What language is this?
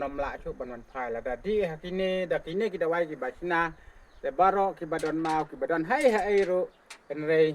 Khasi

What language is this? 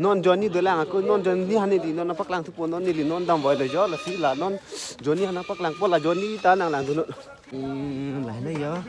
Karbi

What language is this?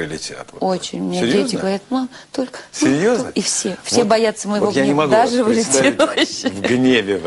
Russian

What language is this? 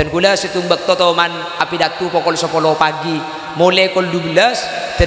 Madurese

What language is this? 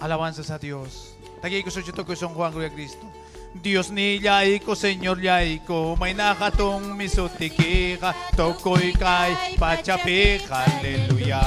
Ayacucho Quechua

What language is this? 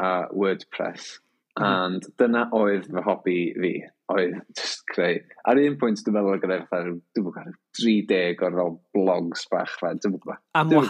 Welsh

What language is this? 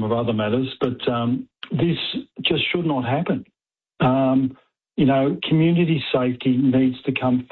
English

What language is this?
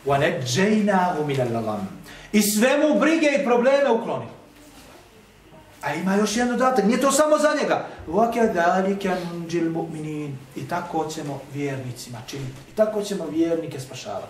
Bosnian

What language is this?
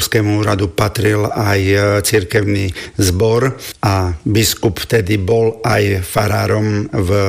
Slovak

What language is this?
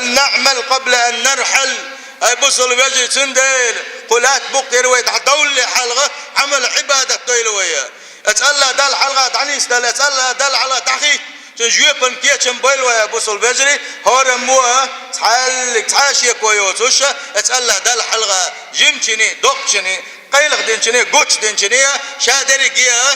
Chechen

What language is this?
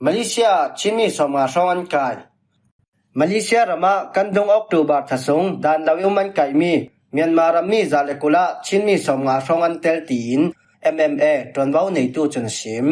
Falam Chin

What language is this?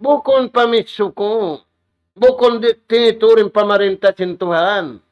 Tausug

